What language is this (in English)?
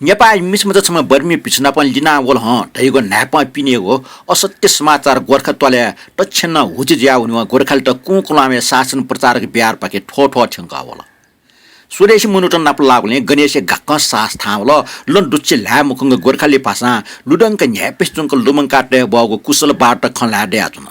Newari